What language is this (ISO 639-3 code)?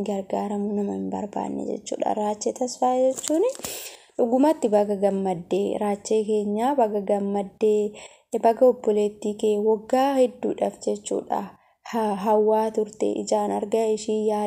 orm